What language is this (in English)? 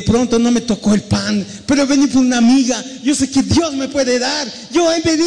Spanish